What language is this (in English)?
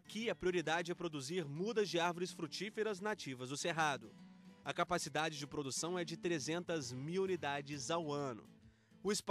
Portuguese